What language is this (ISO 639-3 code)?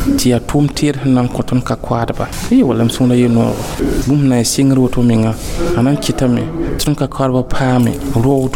mos